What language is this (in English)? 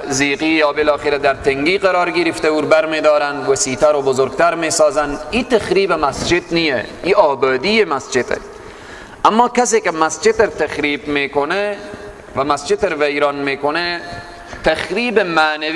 Persian